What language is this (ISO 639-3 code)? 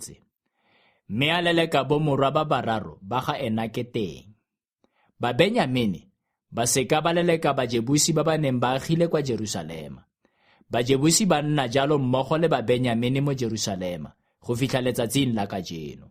tsn